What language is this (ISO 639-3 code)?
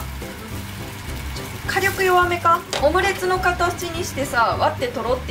jpn